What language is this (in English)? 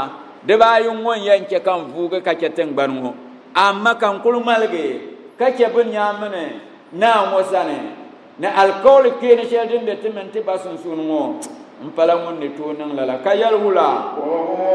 Dagbani